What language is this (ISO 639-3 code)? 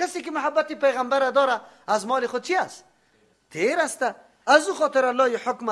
fas